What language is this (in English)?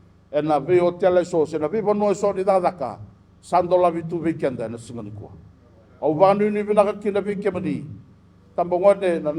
Fijian